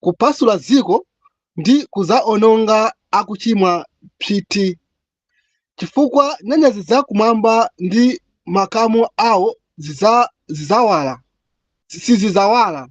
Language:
Nyanja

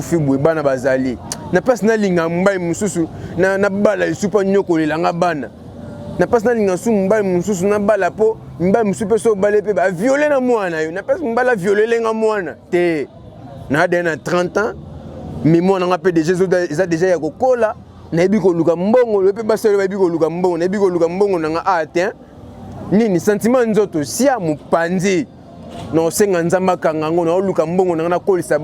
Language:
Lingala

